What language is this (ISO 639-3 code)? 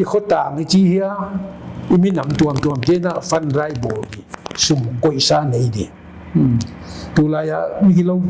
pck